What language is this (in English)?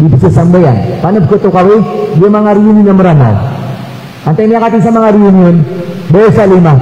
Maranao